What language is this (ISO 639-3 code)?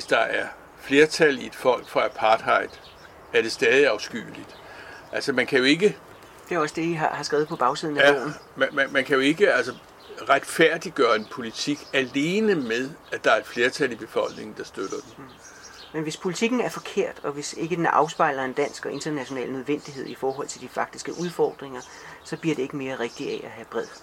dan